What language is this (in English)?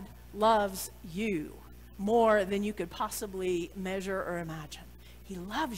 English